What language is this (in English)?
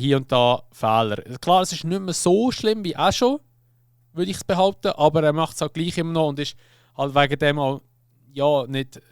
Swiss German